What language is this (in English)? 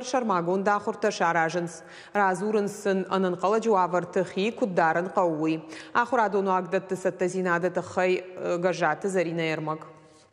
Ossetic